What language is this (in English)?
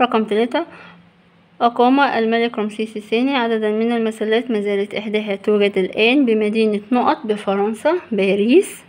Egyptian Arabic